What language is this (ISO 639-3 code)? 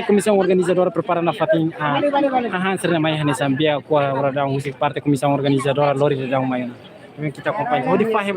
tet